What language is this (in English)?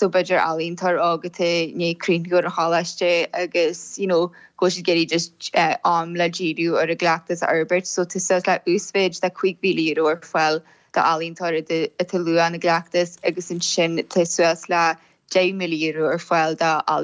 Irish